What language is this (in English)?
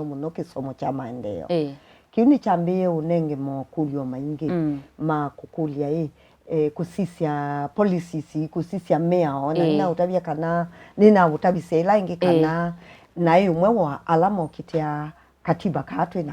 Kamba